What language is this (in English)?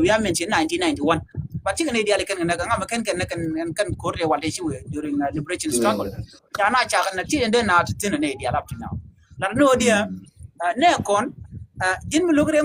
Nuer